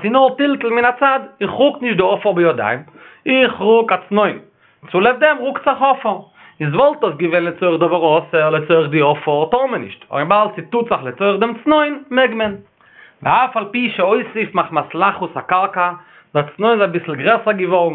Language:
Yiddish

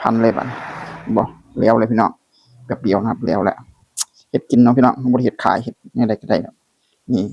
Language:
Northeastern Thai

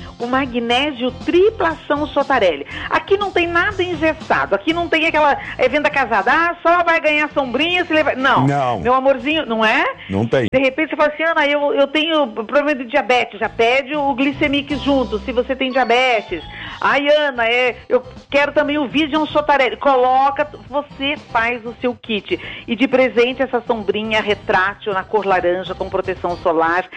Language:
Portuguese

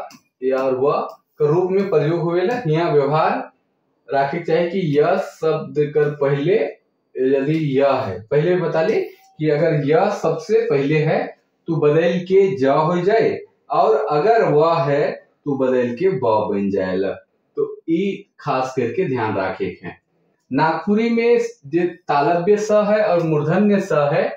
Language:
Sadri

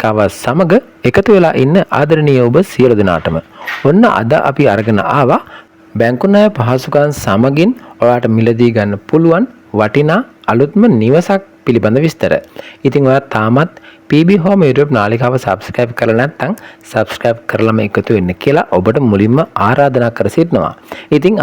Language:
Sinhala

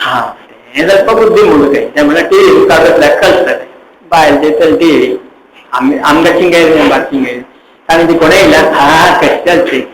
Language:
Konkani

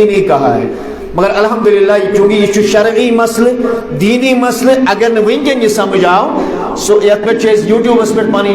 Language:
Kashmiri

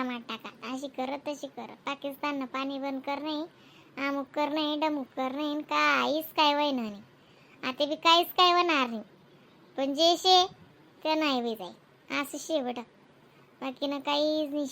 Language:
Khandesi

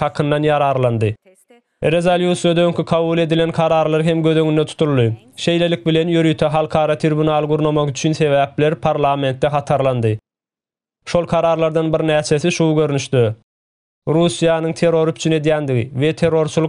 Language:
Turkmen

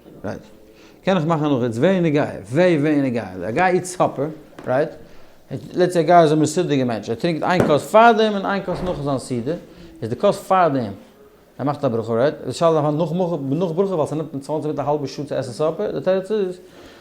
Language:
Yiddish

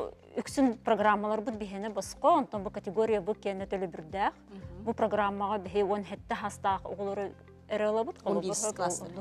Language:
Yakut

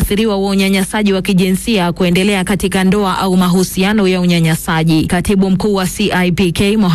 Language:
Swahili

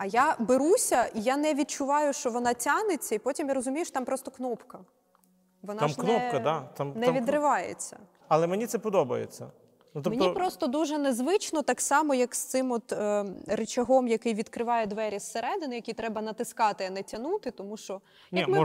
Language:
Ukrainian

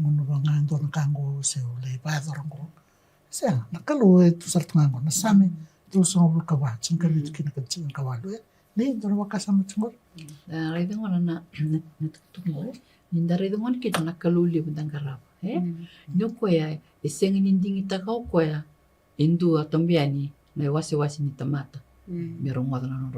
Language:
Fijian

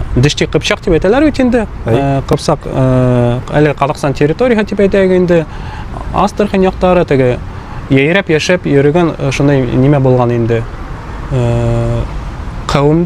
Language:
Bashkir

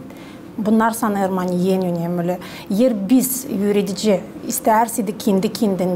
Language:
Gagauz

